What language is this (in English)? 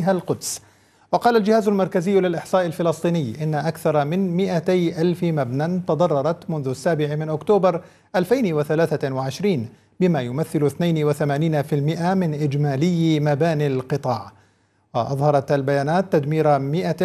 Arabic